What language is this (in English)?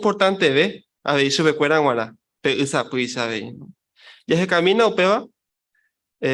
Guarani